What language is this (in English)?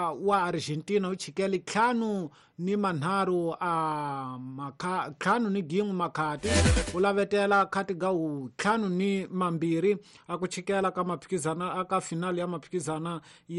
Tsonga